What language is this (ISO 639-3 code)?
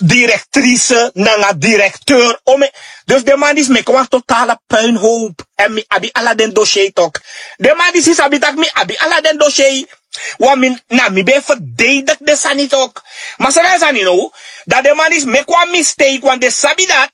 srn